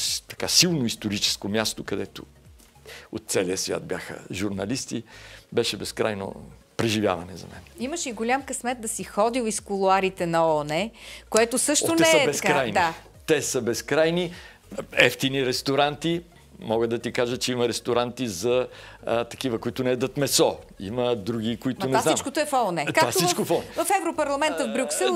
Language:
Bulgarian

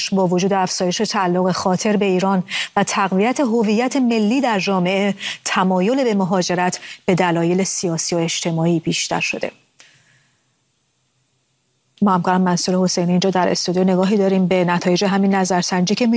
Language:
Persian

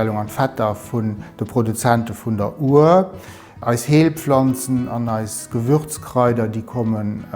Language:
Luxembourgish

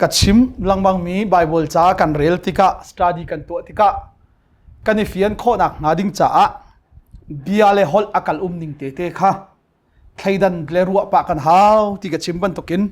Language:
Hakha Chin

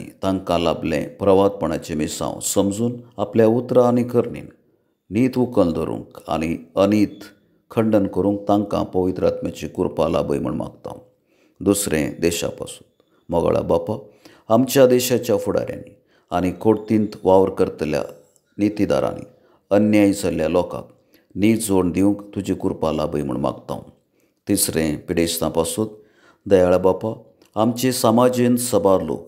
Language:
Konkani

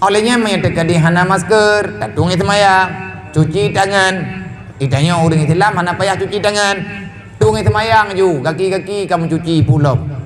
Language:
Achinese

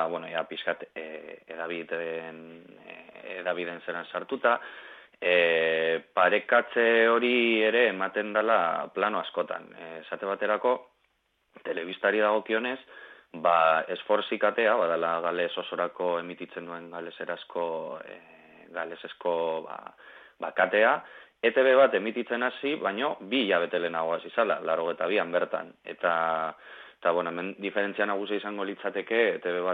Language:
Basque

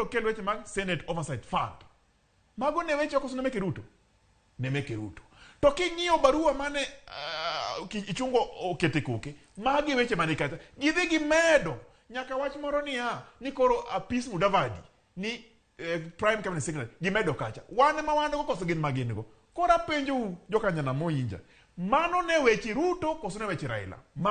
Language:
Luo (Kenya and Tanzania)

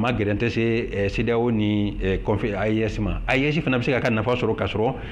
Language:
Bambara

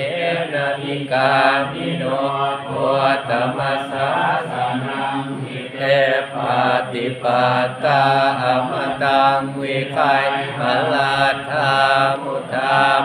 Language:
Pali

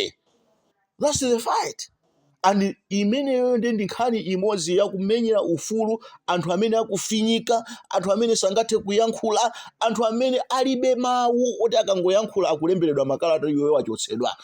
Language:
Nyanja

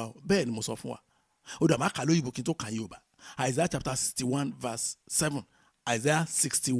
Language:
Yoruba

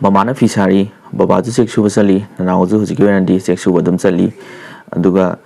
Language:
Manipuri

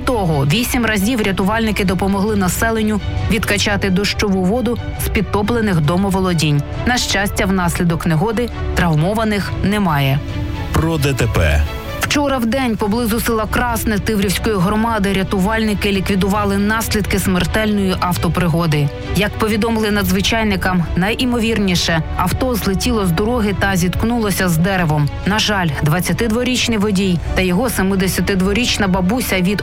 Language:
Ukrainian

